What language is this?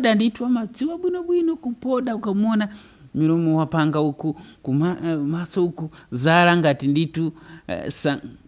Nyanja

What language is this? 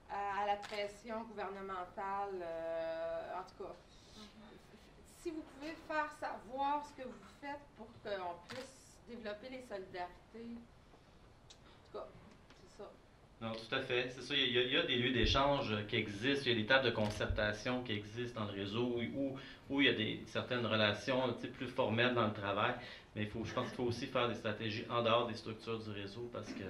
French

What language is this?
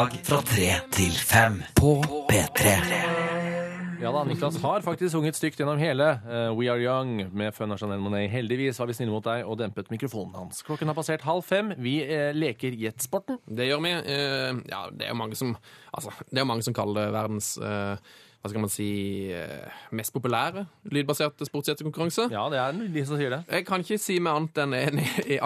Norwegian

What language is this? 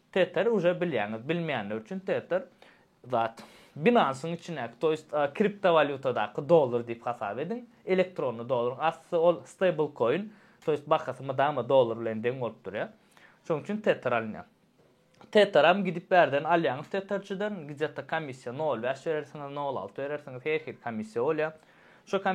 Turkmen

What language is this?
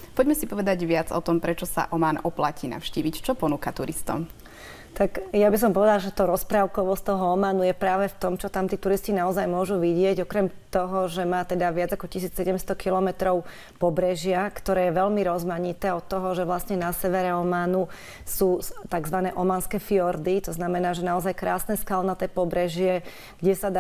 Slovak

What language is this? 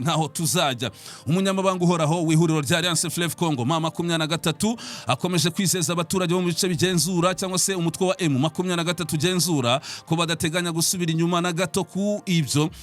Kinyarwanda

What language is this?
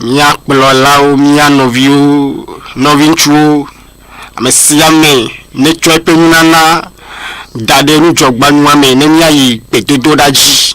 Ewe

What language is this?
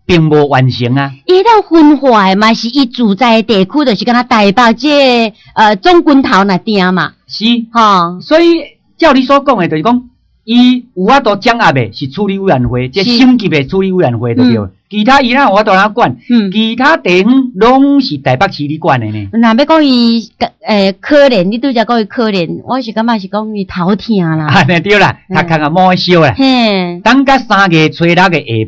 Min Nan Chinese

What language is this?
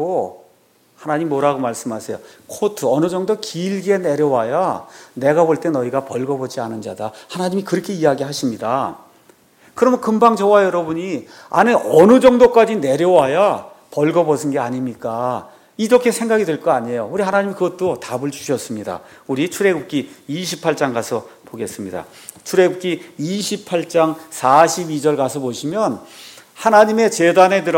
Korean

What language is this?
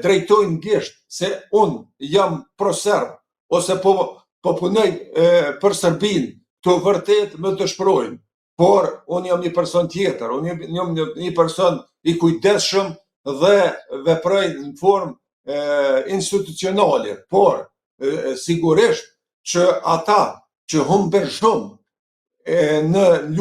Albanian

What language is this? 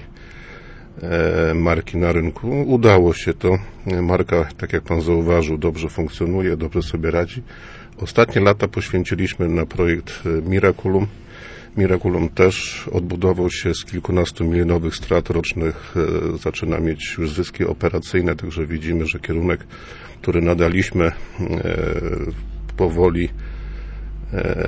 Polish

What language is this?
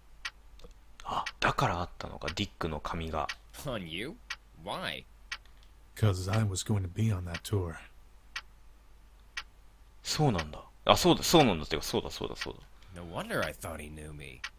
Japanese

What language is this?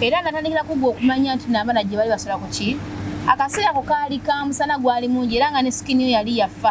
Ganda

